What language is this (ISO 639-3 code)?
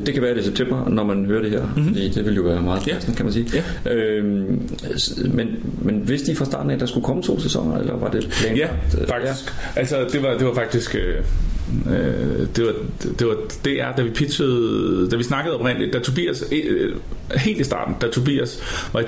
dan